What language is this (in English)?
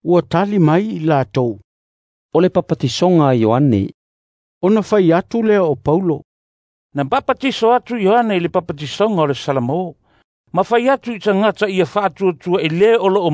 Samoan